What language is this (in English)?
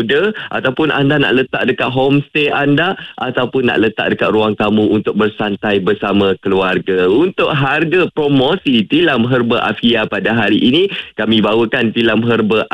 Malay